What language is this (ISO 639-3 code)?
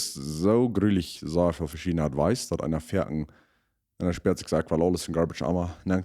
pdt